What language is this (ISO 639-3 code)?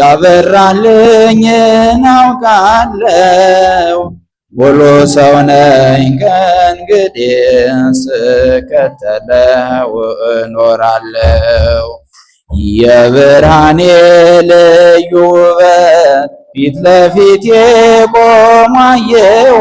amh